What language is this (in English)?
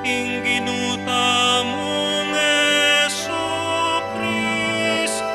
Pampanga